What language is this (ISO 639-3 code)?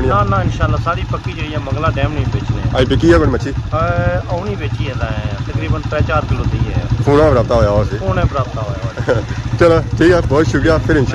phr